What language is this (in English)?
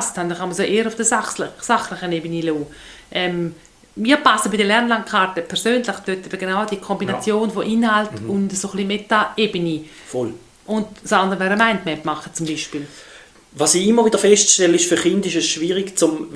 German